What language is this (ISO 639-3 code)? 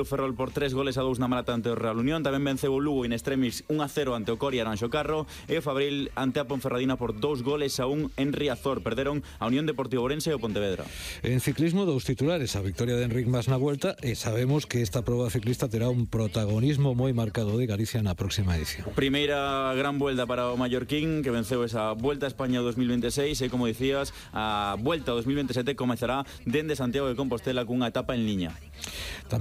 glg